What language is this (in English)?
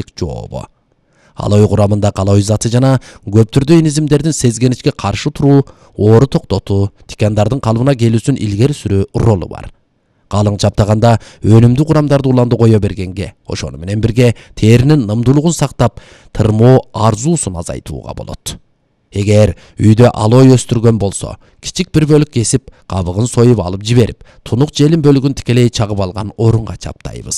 Kyrgyz